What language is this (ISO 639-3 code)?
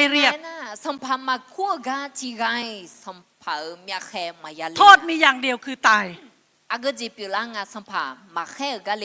ahk